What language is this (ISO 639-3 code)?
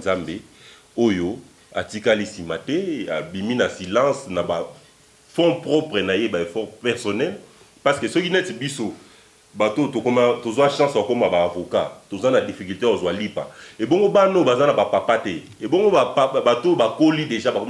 lin